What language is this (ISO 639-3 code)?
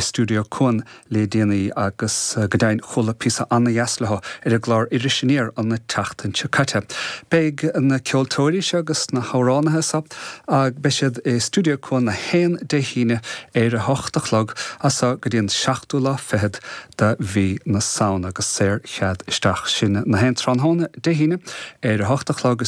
gle